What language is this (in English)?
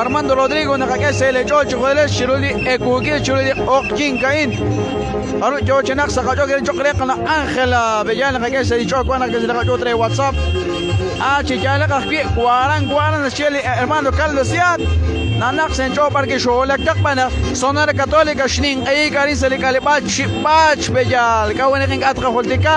Kekchí